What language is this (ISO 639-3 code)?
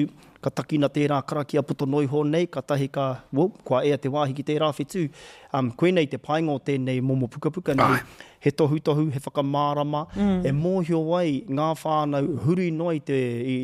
mri